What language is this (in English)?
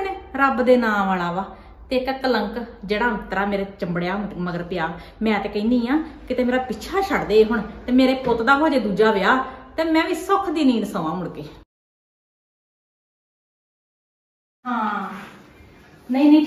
Punjabi